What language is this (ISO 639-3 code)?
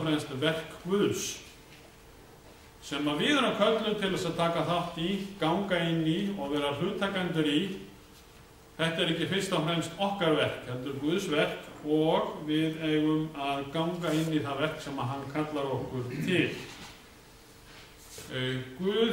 isl